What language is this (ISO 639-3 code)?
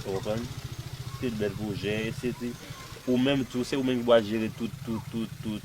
hat